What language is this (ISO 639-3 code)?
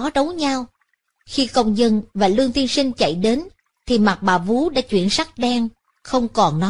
vie